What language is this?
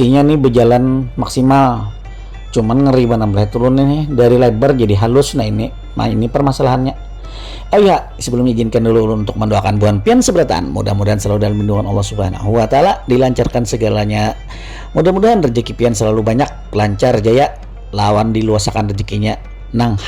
Banjar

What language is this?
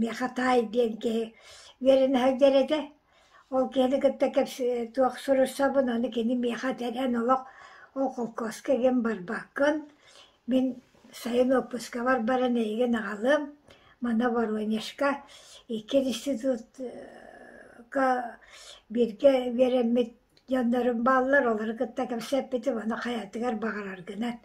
Yakut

